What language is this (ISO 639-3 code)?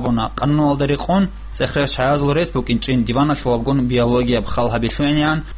ava